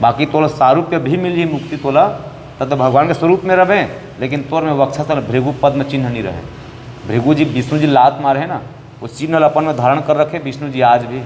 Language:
Chhattisgarhi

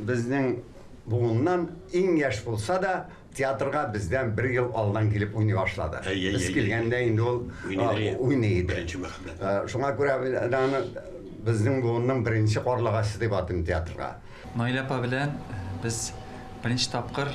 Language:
Tatar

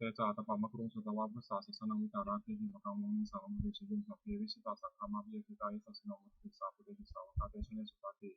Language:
Pali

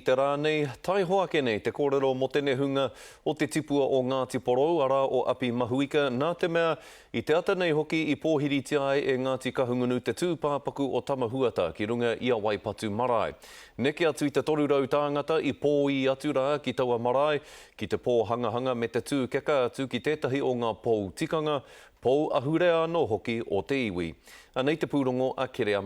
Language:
Māori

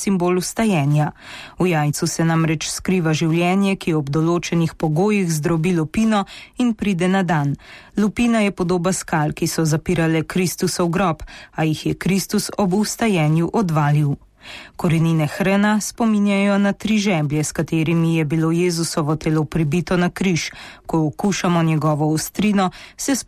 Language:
Slovenian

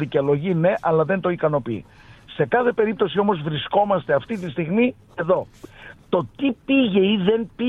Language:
Greek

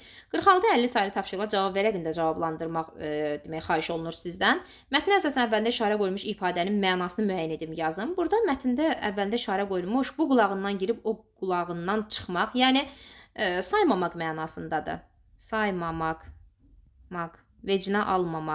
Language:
Azerbaijani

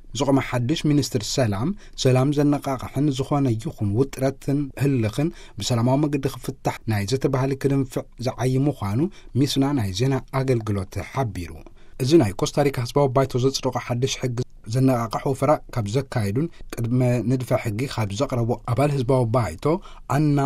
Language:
Tigrinya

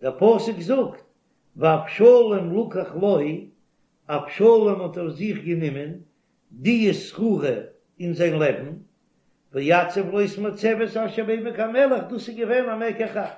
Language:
Yiddish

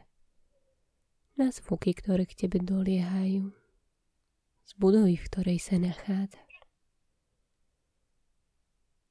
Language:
Slovak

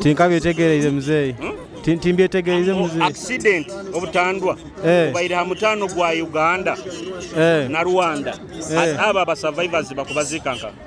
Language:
Nyoro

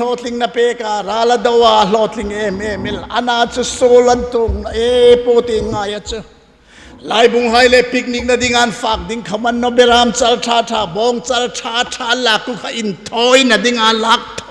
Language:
Hmar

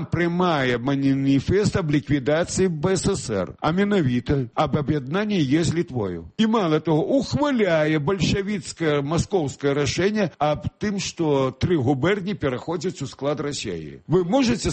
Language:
Belarusian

